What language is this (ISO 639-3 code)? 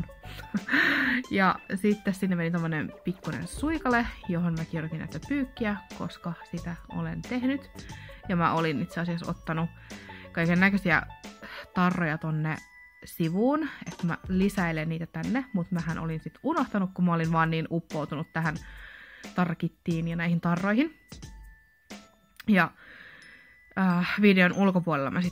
fin